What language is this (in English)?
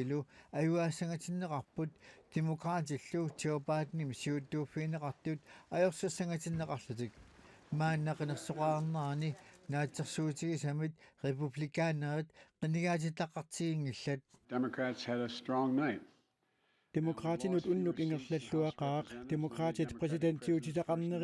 Kalaallisut